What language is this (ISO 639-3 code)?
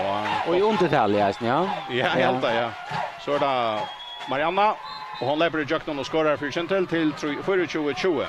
fao